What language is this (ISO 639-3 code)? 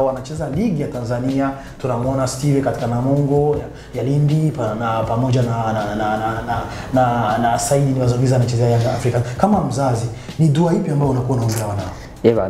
swa